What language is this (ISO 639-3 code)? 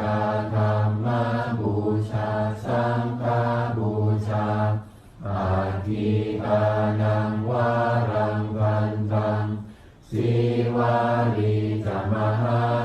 pli